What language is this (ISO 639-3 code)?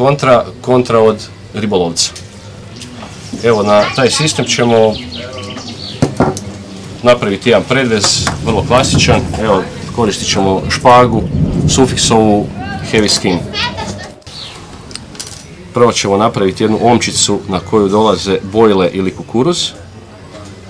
hrv